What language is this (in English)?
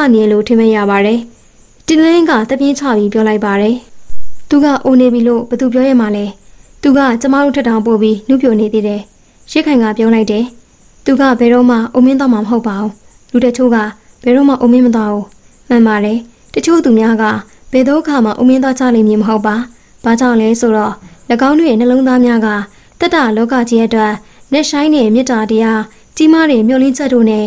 Burmese